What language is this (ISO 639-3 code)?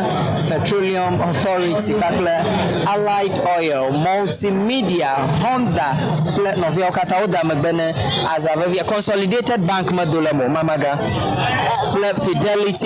ewe